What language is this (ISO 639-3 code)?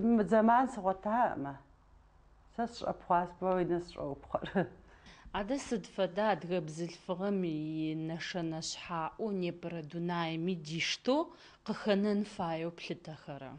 kbd